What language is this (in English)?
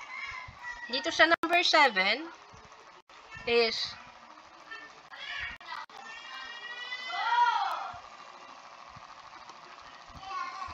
Filipino